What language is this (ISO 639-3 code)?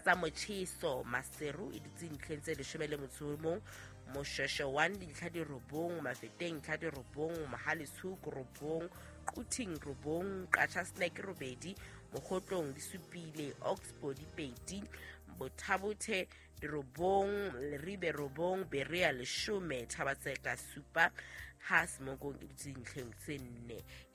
sot